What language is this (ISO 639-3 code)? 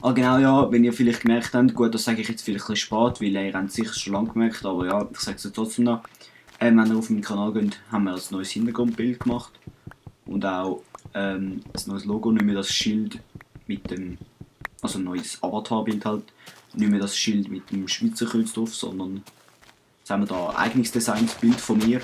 gsw